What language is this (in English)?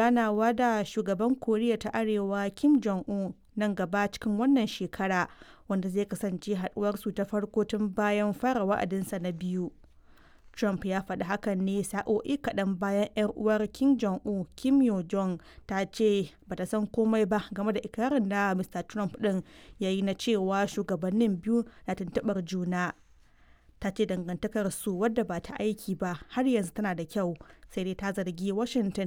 Hausa